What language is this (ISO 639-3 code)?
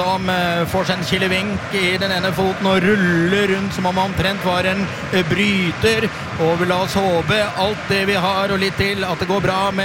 nor